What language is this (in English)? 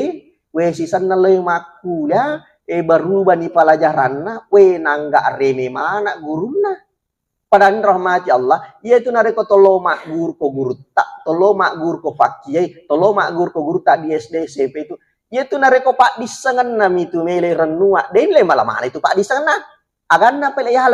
Buginese